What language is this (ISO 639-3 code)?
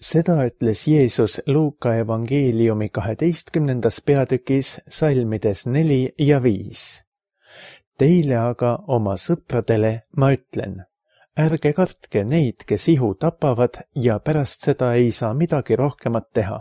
est